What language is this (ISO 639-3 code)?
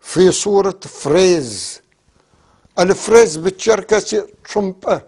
apc